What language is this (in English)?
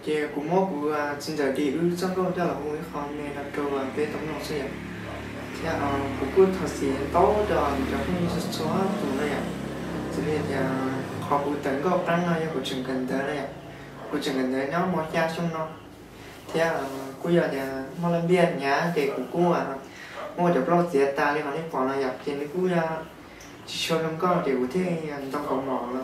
Hmong